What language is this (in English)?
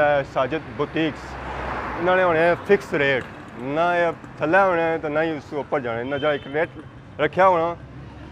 Pahari-Potwari